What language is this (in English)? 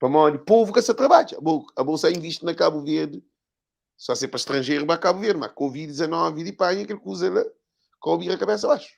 Kabuverdianu